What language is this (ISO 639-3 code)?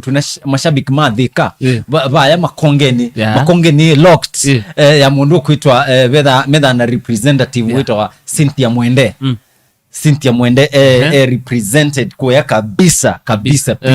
kam